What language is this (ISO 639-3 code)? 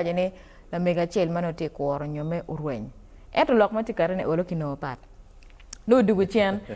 ach